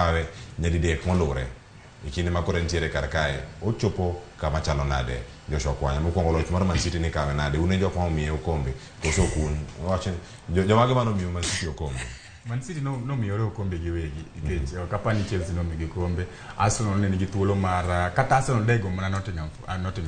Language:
Luo (Kenya and Tanzania)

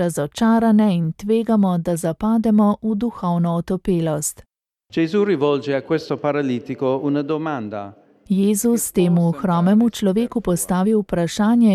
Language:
Slovenian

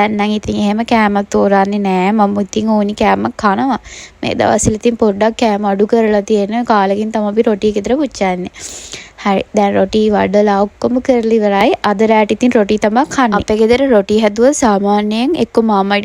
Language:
Sinhala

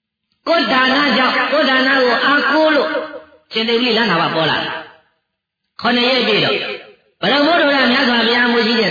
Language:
Burmese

